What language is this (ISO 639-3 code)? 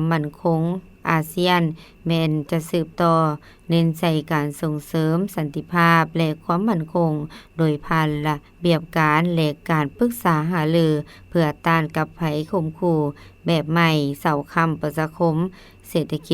lao